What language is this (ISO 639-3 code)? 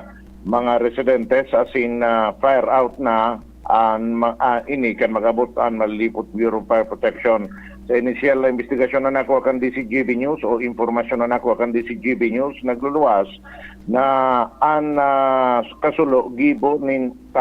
bik